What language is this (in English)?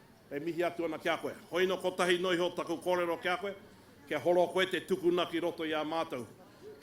Māori